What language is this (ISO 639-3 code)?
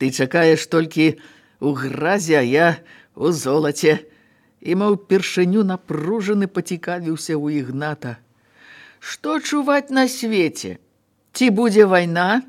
bel